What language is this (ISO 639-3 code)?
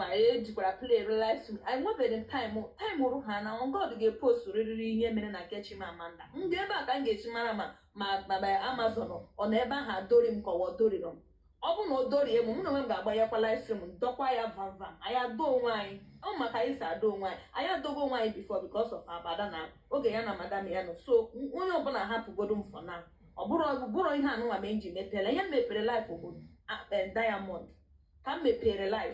ibo